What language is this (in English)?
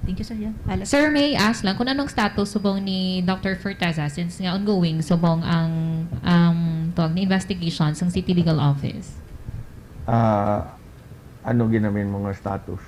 Hiligaynon